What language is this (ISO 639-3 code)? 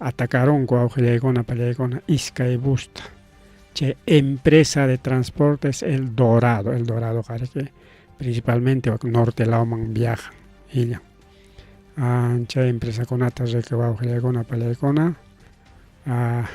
quy